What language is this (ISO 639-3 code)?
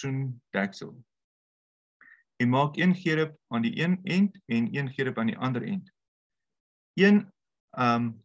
afr